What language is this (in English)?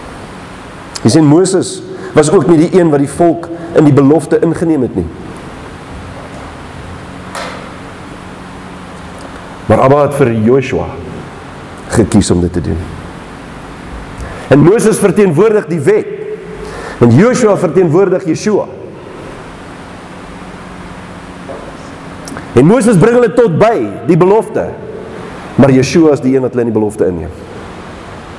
Afrikaans